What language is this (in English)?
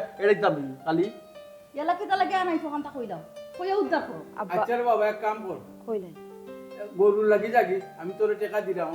Sylheti